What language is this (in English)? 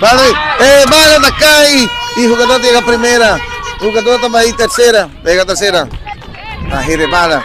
Papiamento